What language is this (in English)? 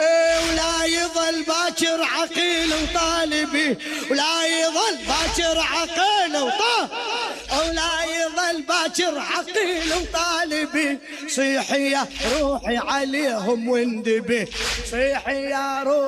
Mesopotamian Arabic